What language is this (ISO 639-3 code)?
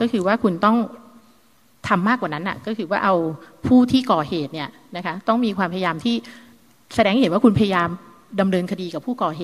tha